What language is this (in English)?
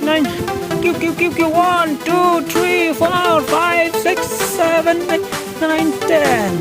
Khasi